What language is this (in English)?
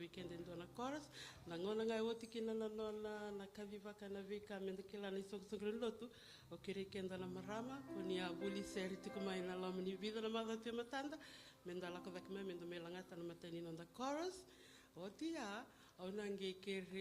Fijian